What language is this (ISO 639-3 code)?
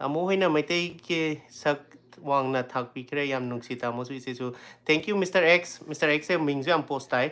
mni